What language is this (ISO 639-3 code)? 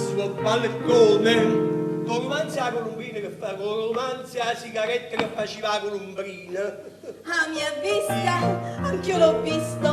nap